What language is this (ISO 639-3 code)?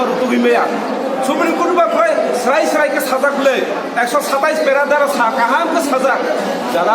trp